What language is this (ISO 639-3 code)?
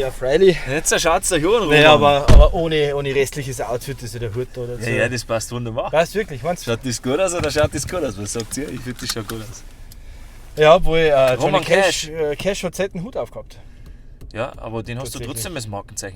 bar